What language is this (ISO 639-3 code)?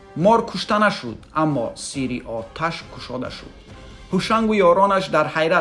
tgk